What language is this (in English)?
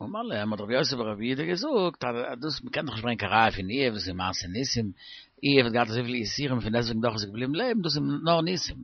Yiddish